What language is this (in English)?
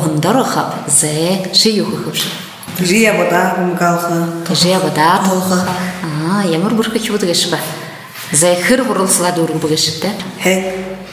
Buriat